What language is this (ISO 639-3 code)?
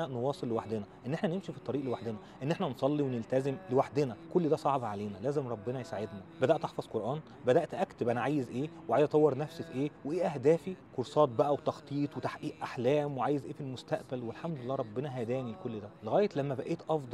arz